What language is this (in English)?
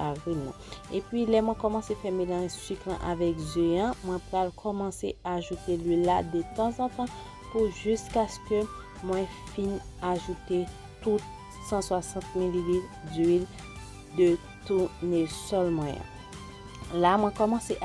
Haitian Creole